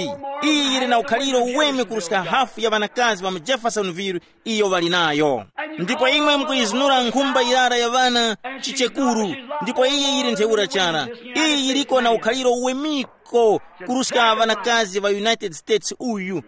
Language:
Tumbuka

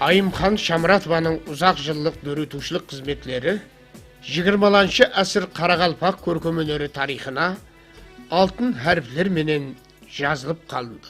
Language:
Kara-Kalpak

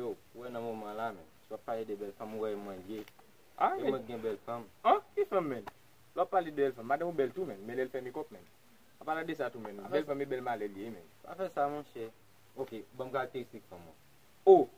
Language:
Haitian Creole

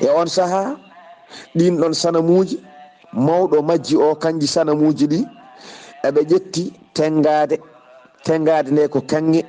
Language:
Fula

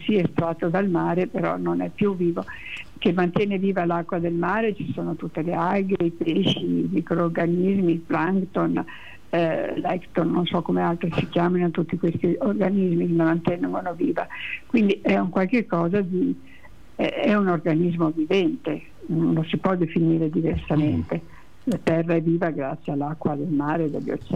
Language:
Italian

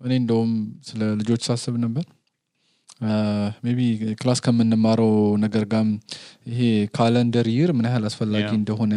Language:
Amharic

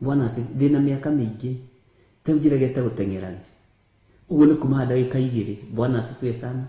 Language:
Kikuyu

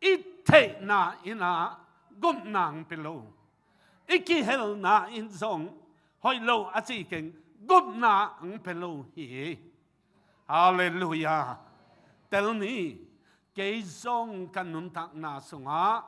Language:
Tedim Chin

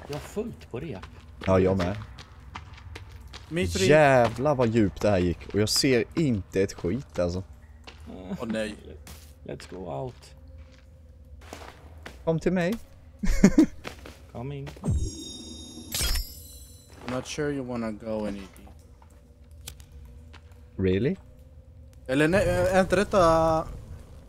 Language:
Swedish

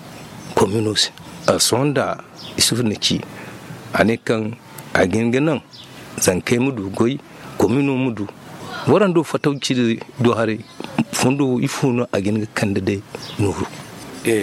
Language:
Zarma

